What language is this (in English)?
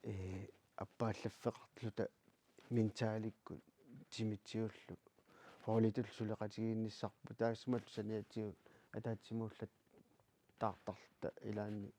Kalaallisut